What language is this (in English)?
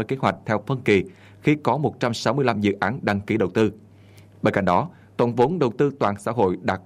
Vietnamese